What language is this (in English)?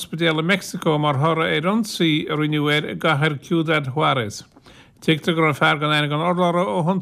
Irish